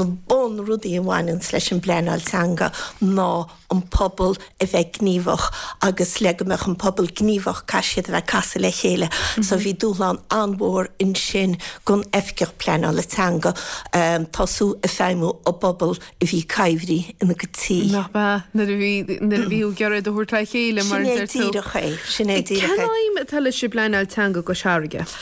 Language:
Irish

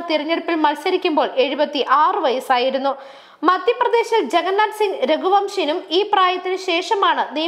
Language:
Malayalam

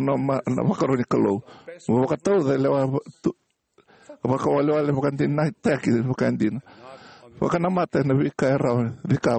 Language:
Fijian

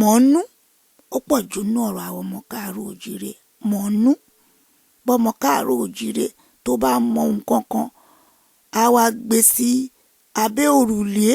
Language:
Yoruba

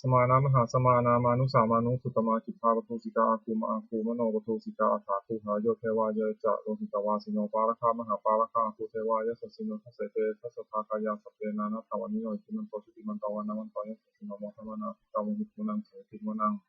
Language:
Pali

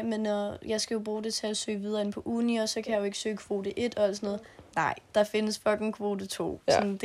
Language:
Danish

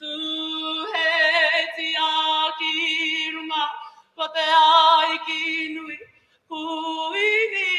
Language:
Māori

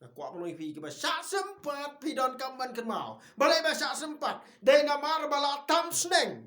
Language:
Khasi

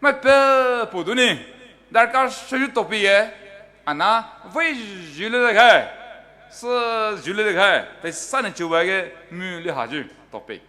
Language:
Poumei Naga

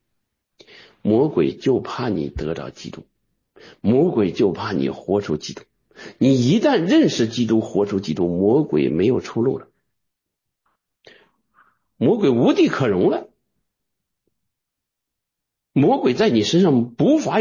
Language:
Chinese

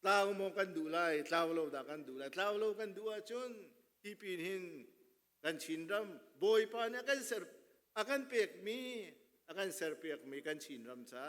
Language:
Hakha Chin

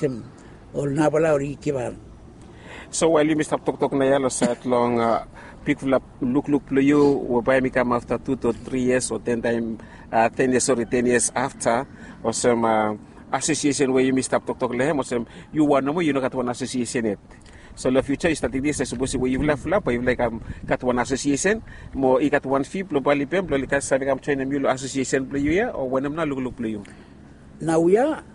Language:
Bislama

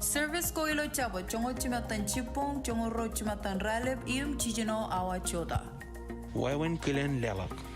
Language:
Marshallese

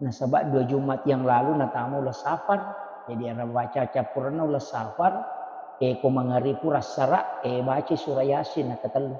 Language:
Buginese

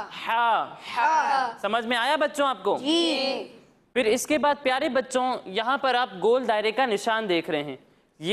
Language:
Urdu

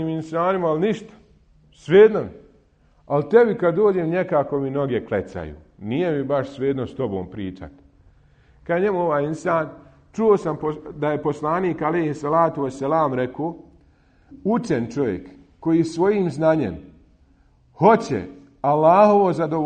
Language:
Bosnian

